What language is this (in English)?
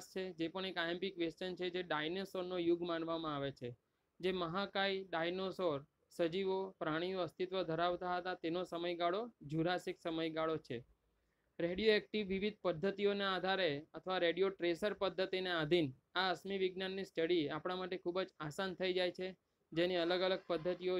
Gujarati